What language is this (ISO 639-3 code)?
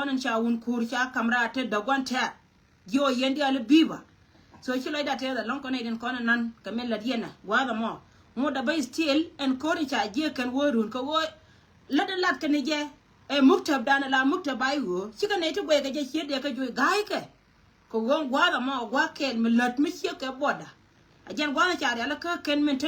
nus